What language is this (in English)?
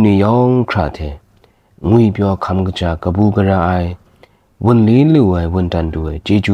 Kachin